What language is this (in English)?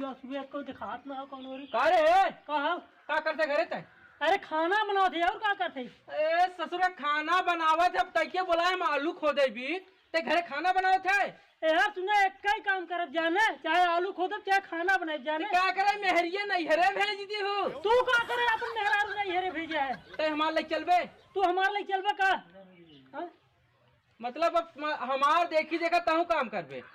Awadhi